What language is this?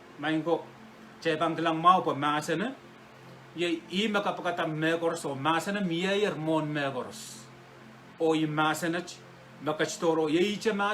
Pohnpeian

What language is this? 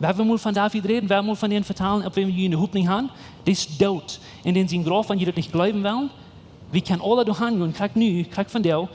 Plautdietsch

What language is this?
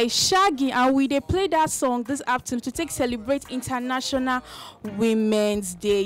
Nigerian Pidgin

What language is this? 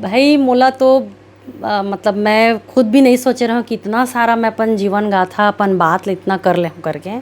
Chhattisgarhi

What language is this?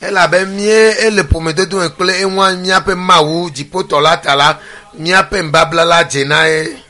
Ewe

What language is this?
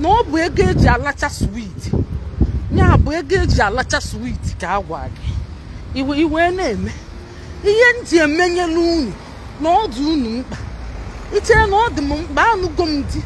Igbo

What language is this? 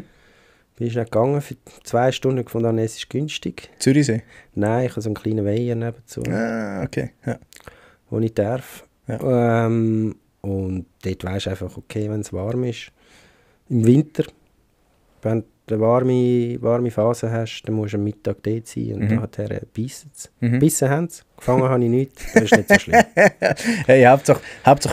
Swiss German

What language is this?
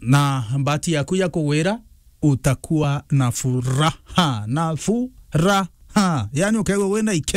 Meru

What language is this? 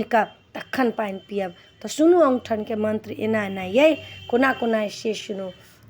Maithili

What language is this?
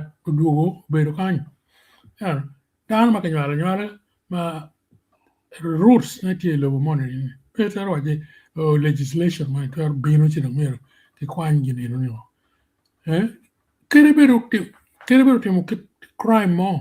Acoli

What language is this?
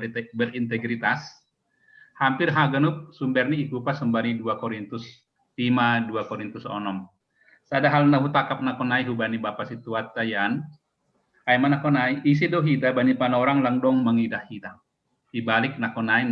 Batak Simalungun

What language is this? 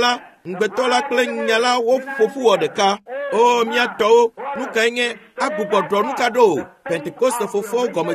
Ewe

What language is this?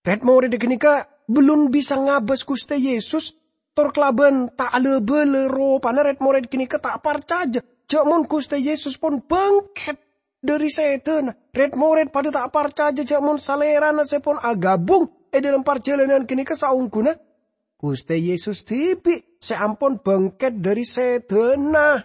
Madurese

